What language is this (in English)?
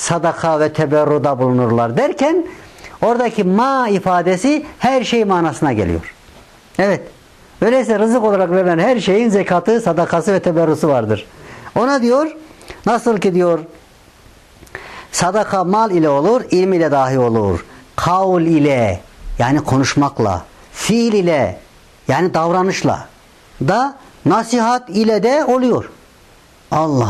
Turkish